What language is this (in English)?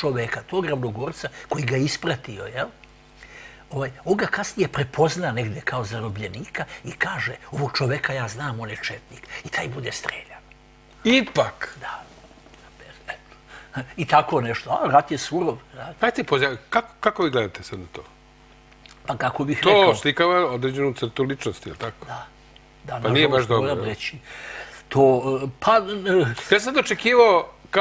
Serbian